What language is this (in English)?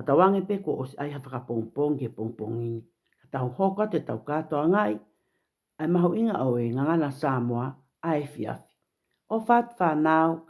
Tongan